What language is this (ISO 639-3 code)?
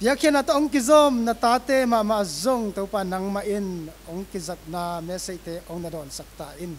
ctd